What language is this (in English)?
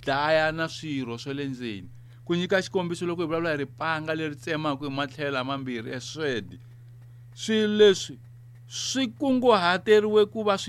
Tsonga